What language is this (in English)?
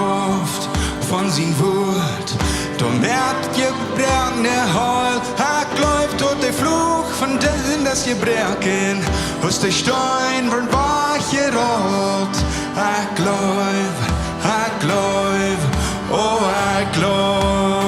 Plautdietsch